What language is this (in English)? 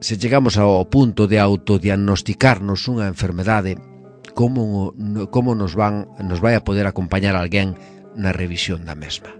Galician